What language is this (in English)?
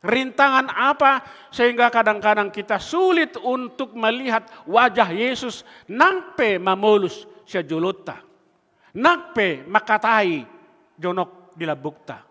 Batak Toba